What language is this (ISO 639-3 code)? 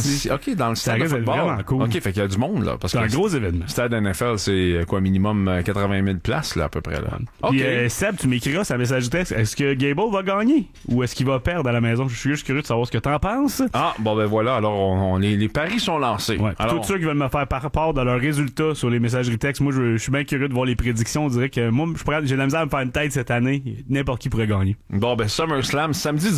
fra